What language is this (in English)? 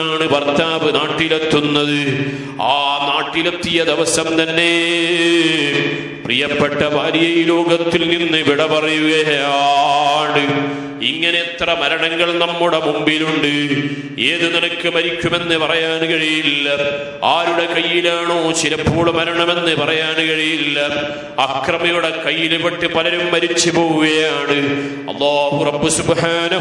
Malayalam